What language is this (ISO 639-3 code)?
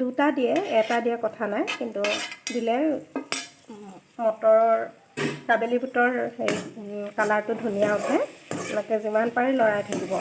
asm